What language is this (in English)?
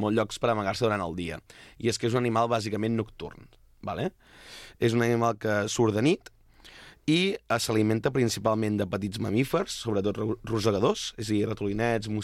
Catalan